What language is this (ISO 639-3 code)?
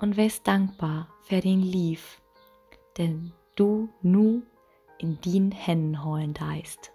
nds